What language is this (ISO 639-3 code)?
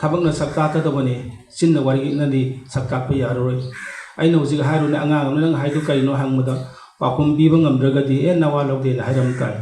mni